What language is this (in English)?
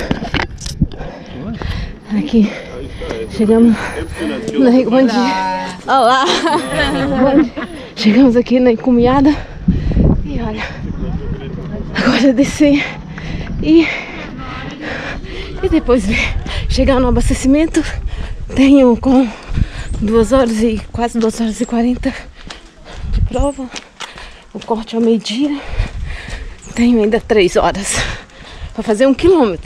Portuguese